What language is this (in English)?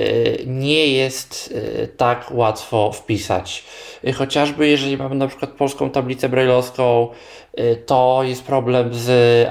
Polish